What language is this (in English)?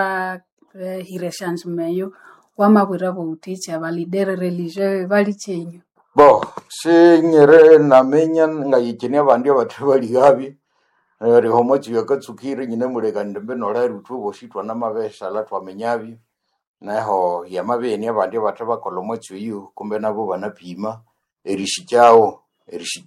Nande